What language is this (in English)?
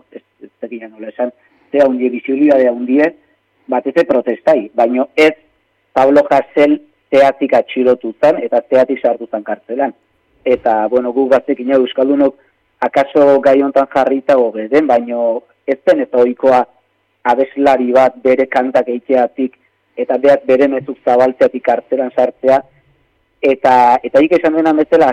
Basque